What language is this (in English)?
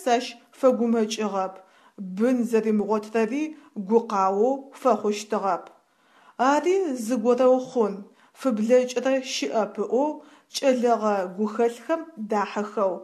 Adyghe